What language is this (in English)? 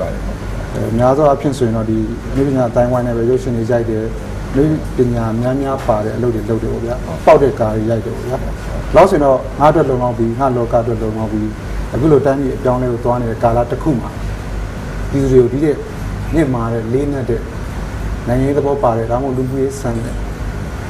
Burmese